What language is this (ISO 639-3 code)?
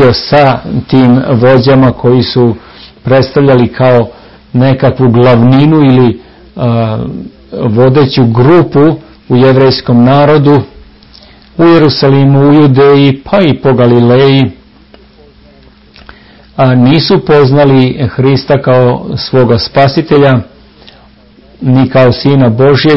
srp